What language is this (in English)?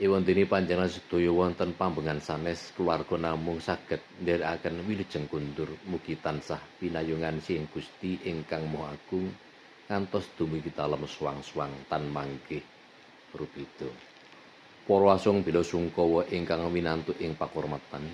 Javanese